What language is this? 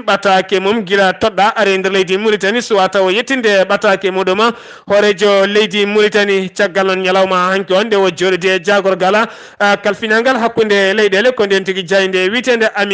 Fula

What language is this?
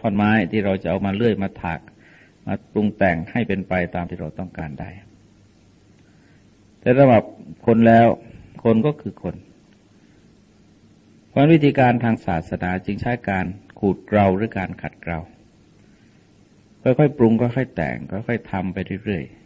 Thai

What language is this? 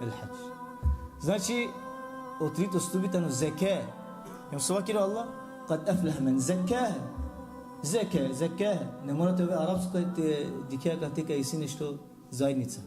Balkan Romani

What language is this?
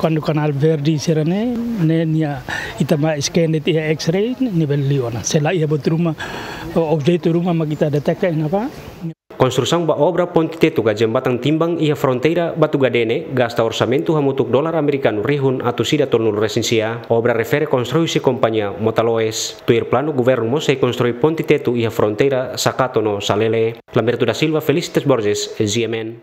Tetum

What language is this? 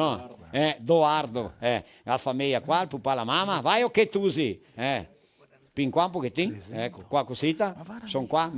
Venetian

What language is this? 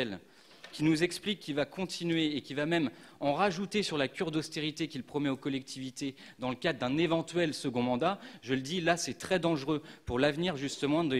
French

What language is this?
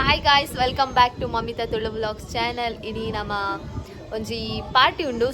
Tulu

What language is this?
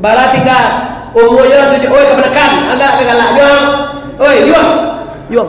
Minangkabau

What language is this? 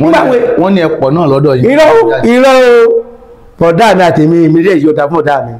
Yoruba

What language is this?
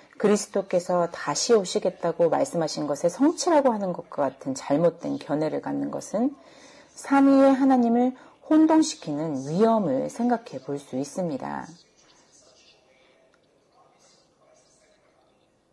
Korean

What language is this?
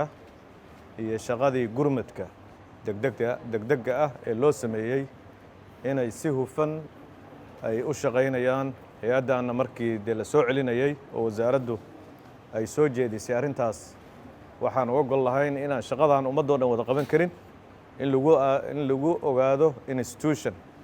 Somali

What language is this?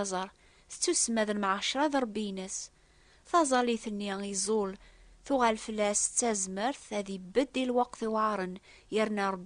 Kabyle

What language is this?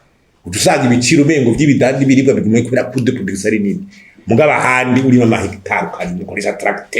Rundi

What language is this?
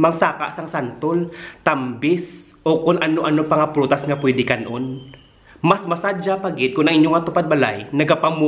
Hiligaynon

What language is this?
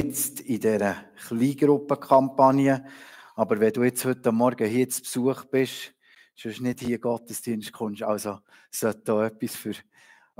Swiss German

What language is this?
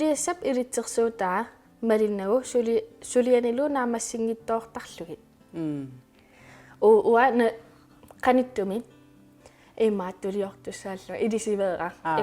Kalaallisut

